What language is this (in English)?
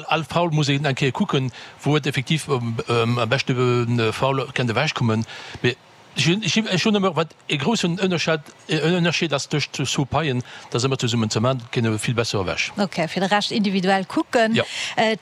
Luxembourgish